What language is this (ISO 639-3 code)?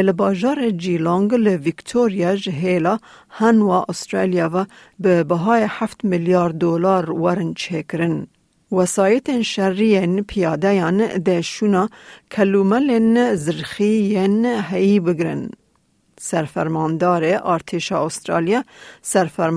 kur